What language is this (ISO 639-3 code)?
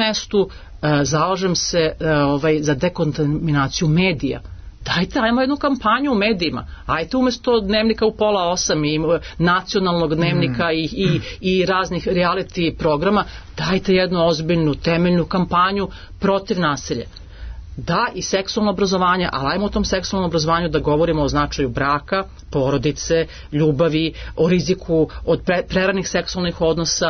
srp